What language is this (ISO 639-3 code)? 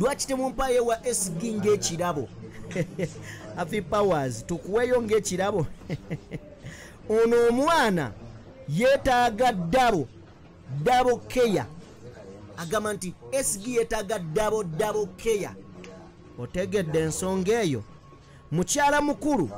lug